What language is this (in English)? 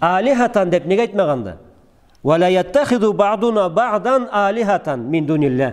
Karachay-Balkar